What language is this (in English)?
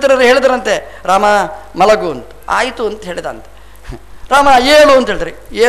Kannada